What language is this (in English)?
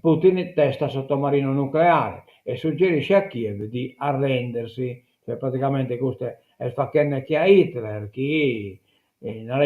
Sardinian